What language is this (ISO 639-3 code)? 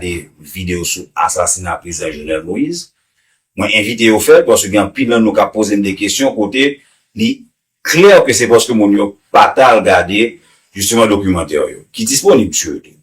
hat